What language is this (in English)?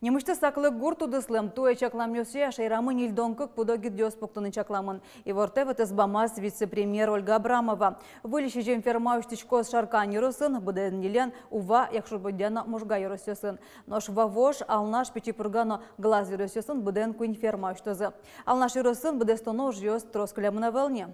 Udmurt